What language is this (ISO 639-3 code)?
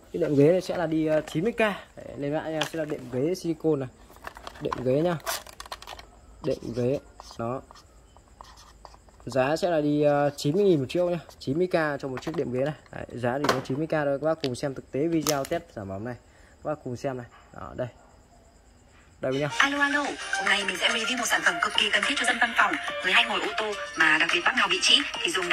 vie